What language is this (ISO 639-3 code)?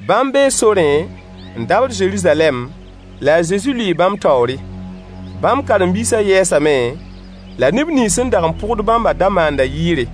mos